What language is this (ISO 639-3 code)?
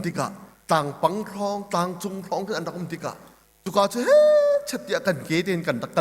cnh